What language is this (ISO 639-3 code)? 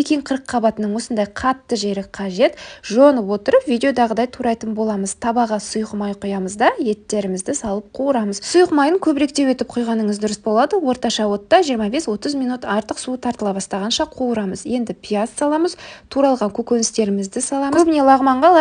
kaz